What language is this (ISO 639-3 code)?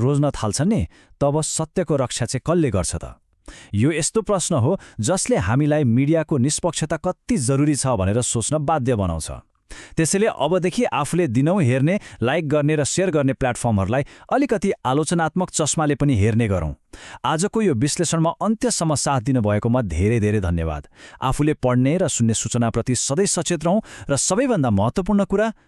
nep